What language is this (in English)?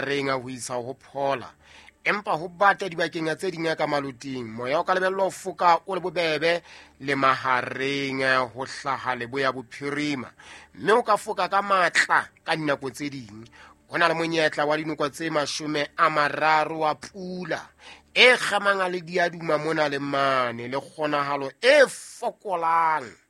Southern Sotho